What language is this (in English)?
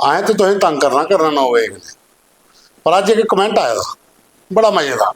Dogri